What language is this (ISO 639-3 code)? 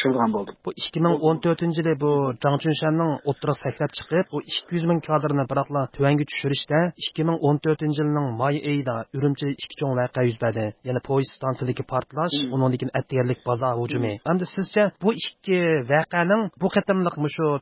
uig